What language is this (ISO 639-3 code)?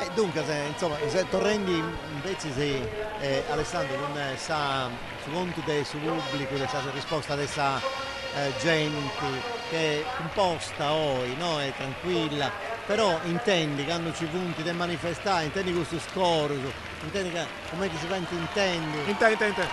srd